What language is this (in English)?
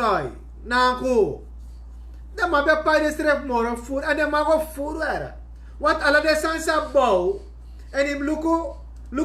Sranan Tongo